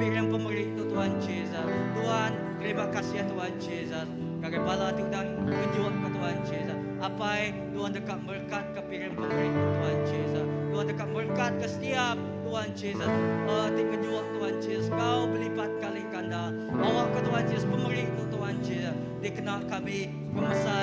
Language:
Iban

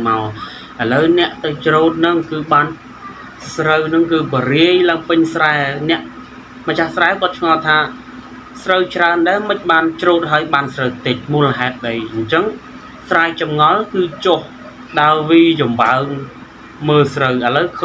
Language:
Khmer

